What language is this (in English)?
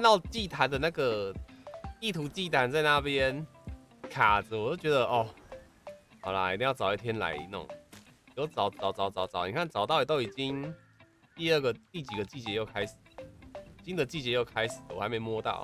Chinese